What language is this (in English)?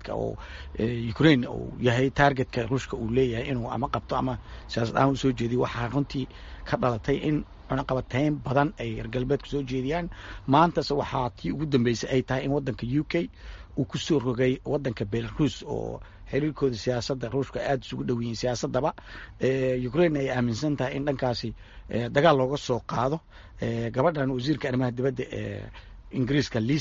Somali